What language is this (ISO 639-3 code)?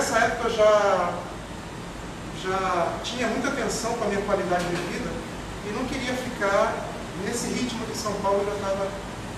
por